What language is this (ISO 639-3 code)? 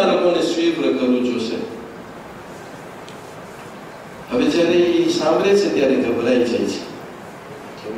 guj